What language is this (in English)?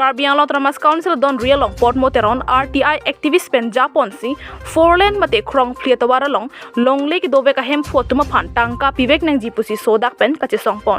Karbi